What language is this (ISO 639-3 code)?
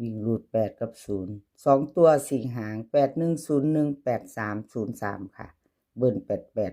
tts